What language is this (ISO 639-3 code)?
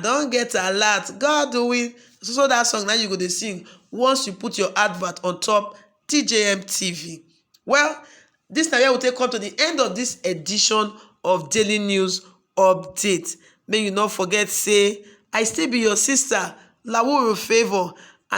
pcm